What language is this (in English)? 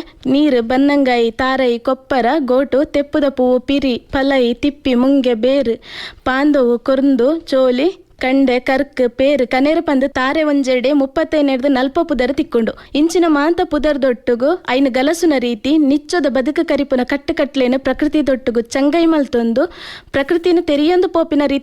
Tulu